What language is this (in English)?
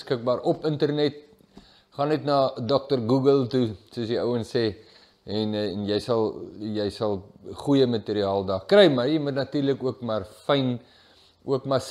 Afrikaans